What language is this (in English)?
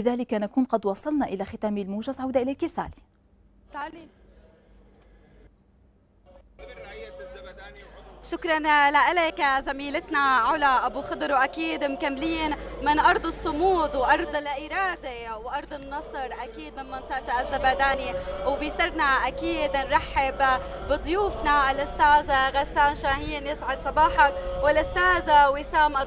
North Levantine Arabic